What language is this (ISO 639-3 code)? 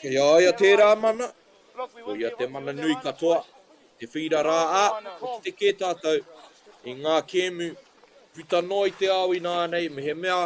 mri